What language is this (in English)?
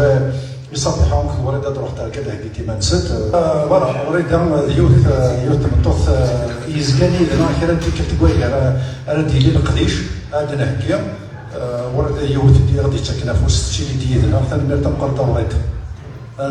Kabyle